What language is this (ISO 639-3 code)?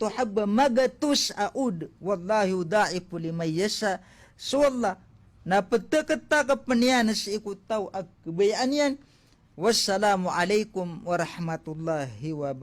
mrw